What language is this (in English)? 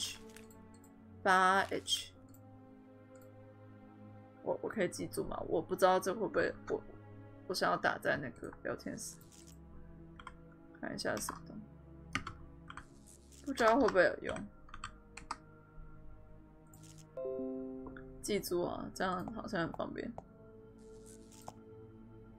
Chinese